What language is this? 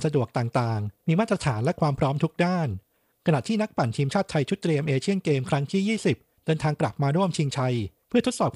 Thai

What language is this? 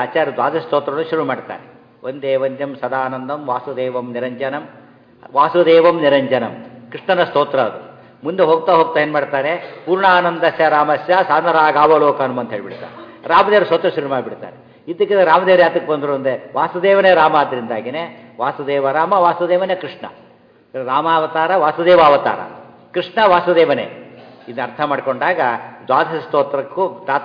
Kannada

